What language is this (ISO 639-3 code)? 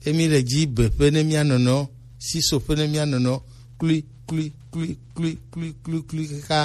gej